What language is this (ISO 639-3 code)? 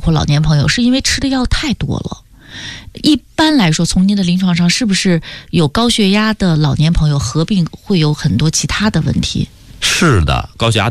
zho